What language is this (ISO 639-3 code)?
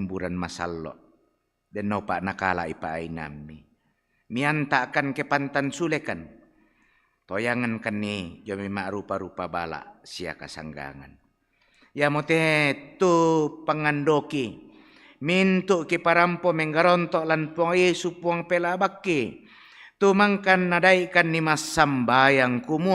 sda